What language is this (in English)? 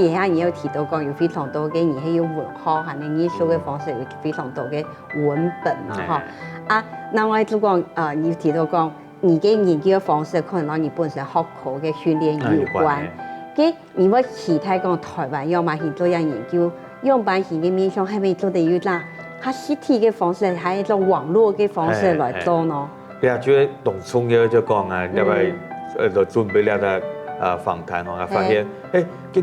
Hakka Chinese